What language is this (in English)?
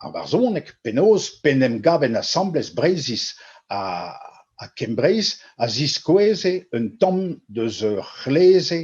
Breton